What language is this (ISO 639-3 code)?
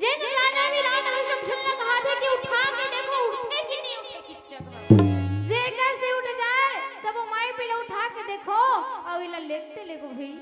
hne